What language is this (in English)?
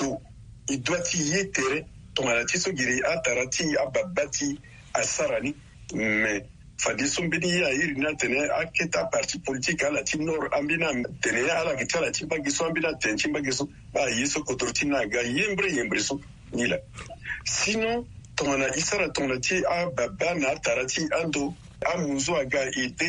Sango